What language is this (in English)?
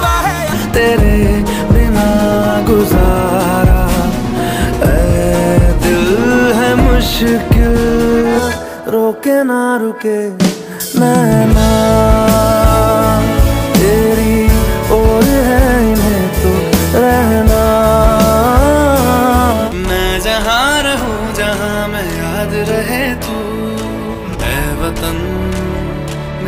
Hindi